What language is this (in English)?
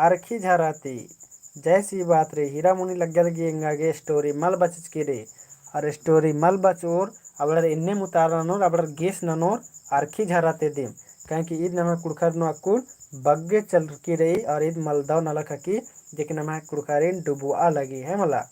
Kurukh